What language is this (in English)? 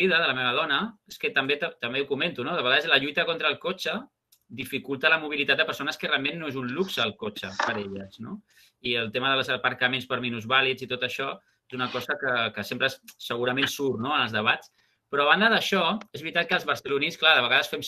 Catalan